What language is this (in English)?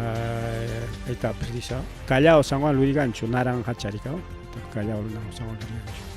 Ayacucho Quechua